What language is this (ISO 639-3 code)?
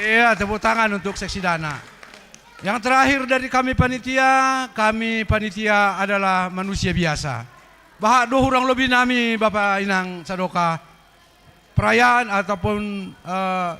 bts